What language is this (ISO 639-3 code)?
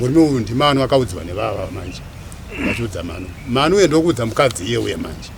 sna